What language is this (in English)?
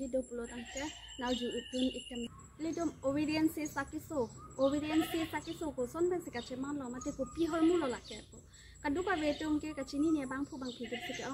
Karbi